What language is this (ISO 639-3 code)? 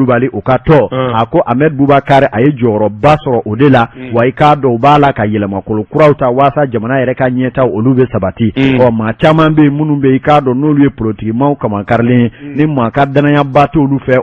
bam